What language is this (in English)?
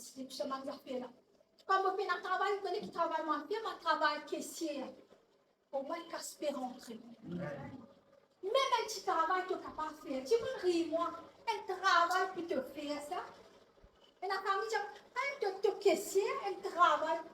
Morisyen